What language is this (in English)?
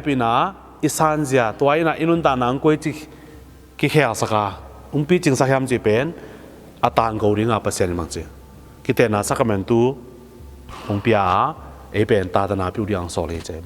Tedim Chin